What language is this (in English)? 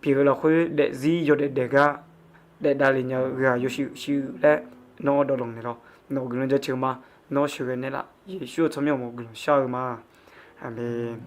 Akha